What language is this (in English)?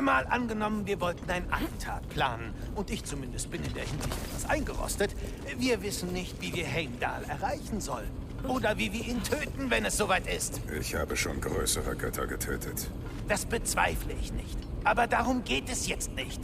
Bavarian